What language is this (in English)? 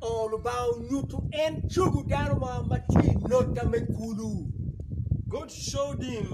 Acoli